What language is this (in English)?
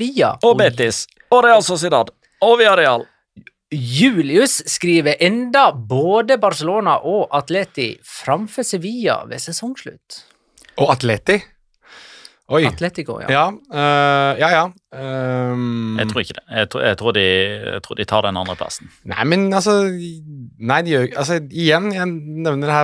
Norwegian